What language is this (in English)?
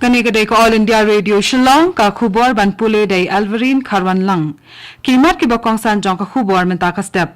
Khasi